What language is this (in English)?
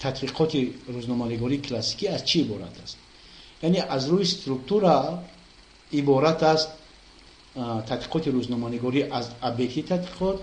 Tajik